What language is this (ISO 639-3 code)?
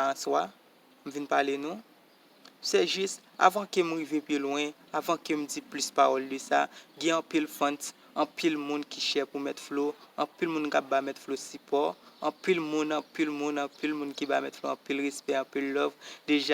hat